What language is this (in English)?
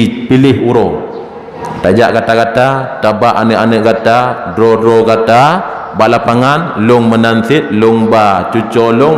Achinese